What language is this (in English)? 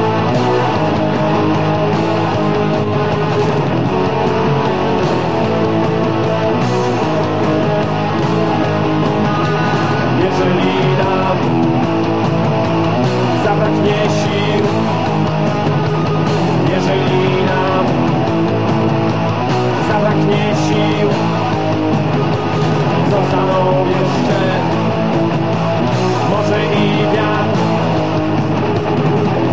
Polish